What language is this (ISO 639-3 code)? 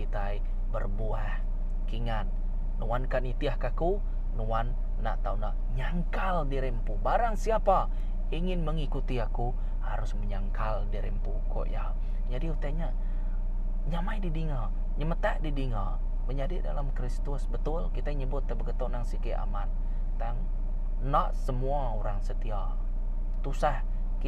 iba